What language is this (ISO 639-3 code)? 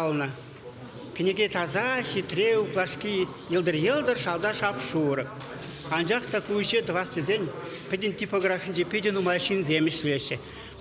chv